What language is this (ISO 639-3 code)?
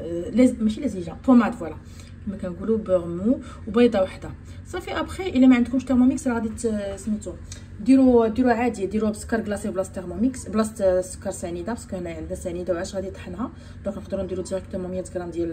ary